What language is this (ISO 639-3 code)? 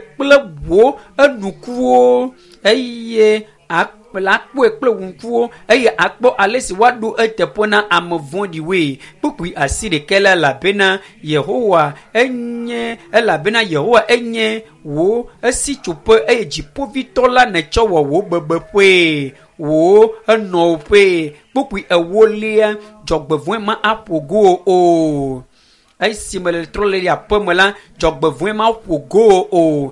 ewe